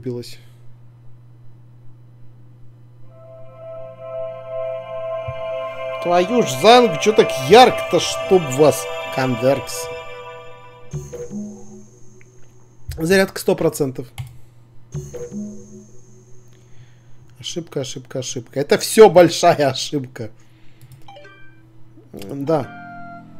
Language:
Russian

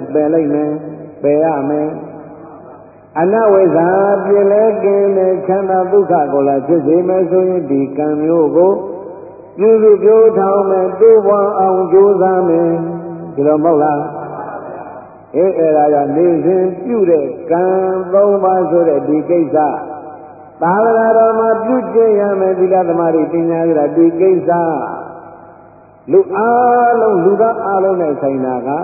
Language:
Burmese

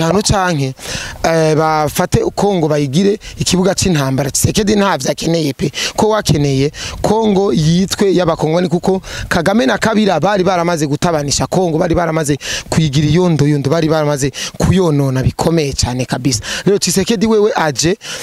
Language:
Rundi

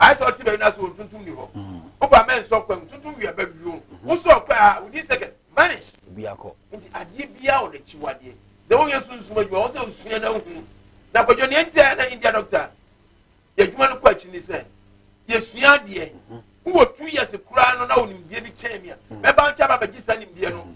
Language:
Akan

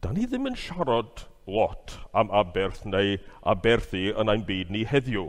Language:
Welsh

